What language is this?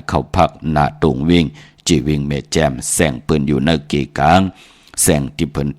Shan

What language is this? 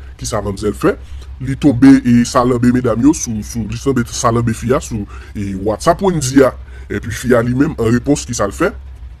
Haitian Creole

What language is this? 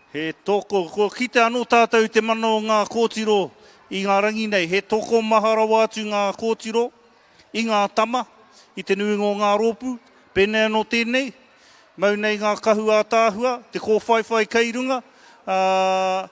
Māori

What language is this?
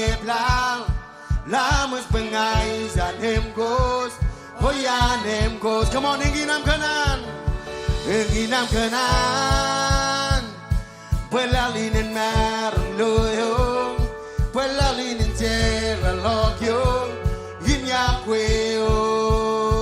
Marshallese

